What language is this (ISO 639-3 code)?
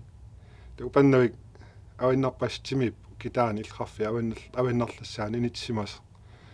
kal